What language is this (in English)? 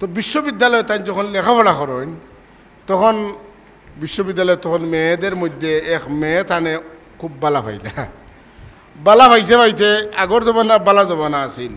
Sylheti